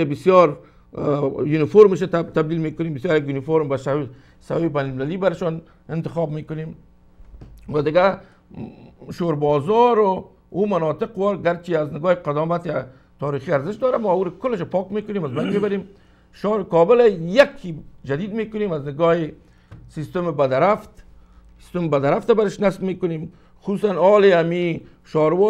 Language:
Persian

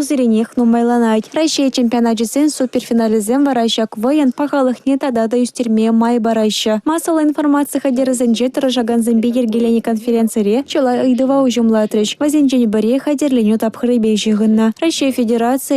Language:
Chuvash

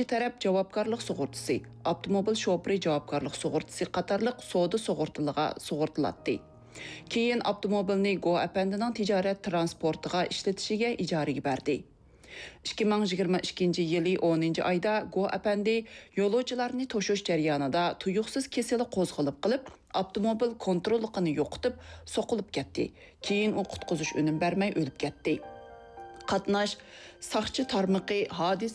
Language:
Uyghur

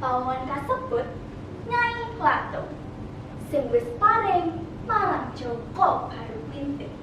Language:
Javanese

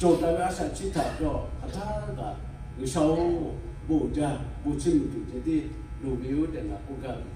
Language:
Lahu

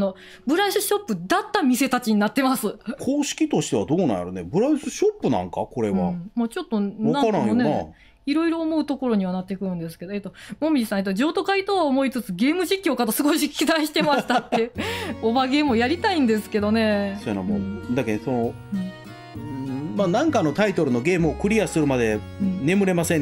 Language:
Japanese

